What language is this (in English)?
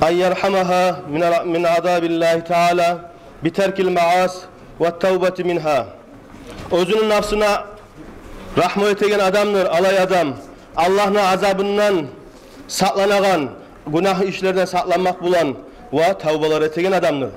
Kumyk